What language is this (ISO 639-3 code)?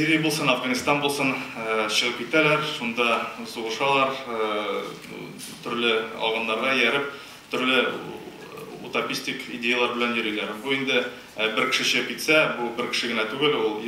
tat